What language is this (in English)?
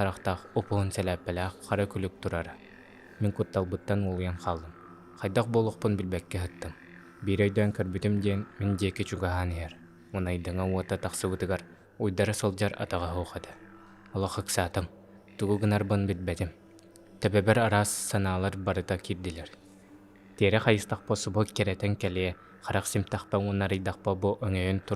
Yakut